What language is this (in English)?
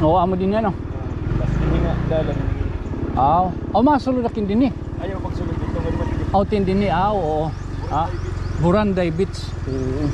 Waray